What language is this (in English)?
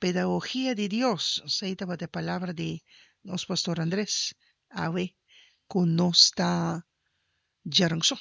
Papiamento